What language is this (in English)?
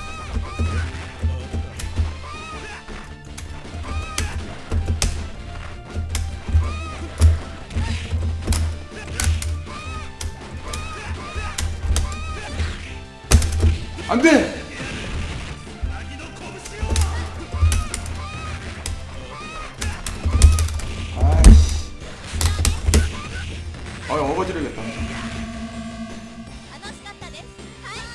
Korean